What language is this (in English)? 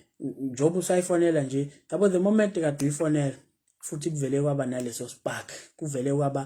Zulu